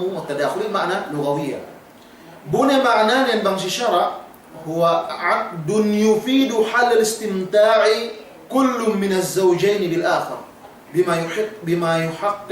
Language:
Yakan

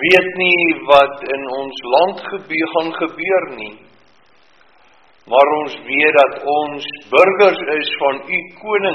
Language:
Afrikaans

